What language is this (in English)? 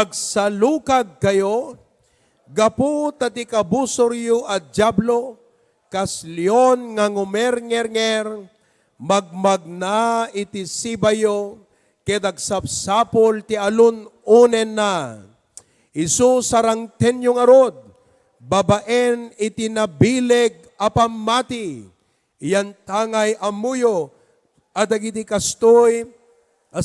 Iloko